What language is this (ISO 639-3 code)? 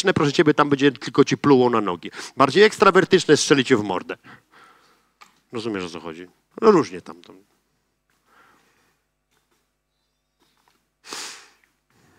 pol